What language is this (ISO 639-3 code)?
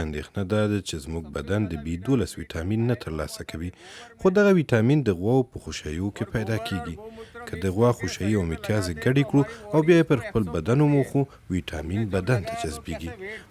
pus